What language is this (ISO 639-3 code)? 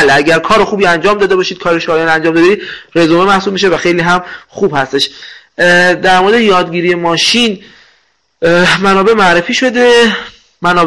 fas